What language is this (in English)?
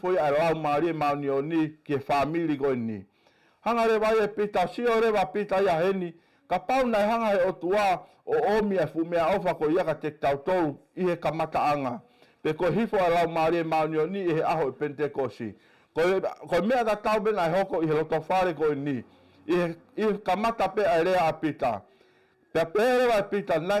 Tongan